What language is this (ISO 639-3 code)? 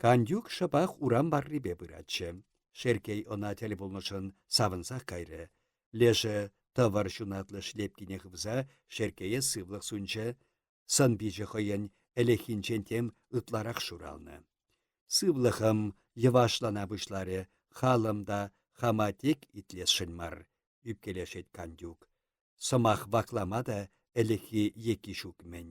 chv